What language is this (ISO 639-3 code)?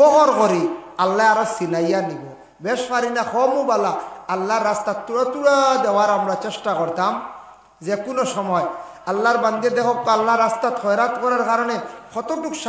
syl